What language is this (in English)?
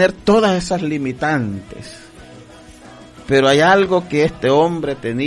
Spanish